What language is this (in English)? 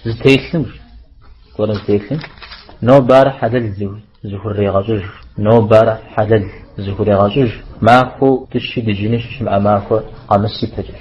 Kabardian